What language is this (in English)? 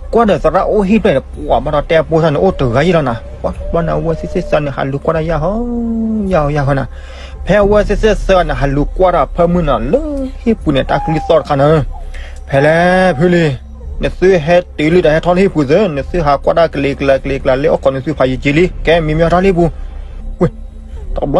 S'gaw Karen